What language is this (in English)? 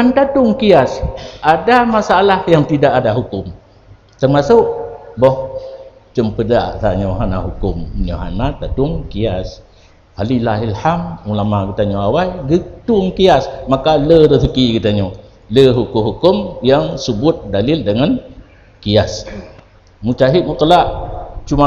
Achinese